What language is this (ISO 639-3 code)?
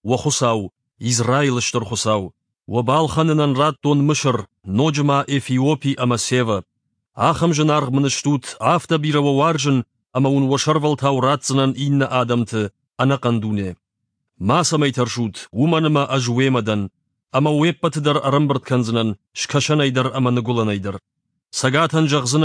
oss